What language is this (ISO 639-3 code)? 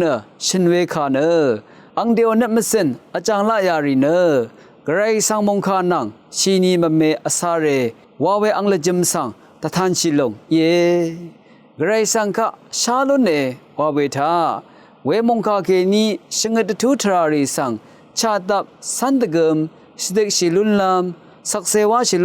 raw